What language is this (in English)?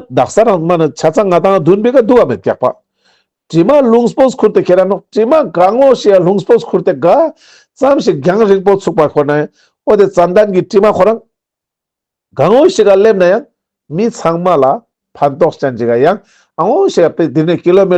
Ladakhi